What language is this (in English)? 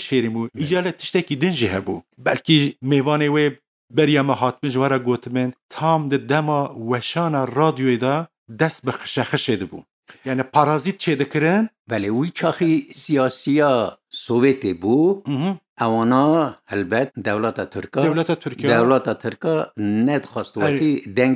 Kurdish